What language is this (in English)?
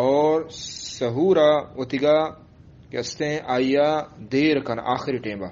Eastern Balochi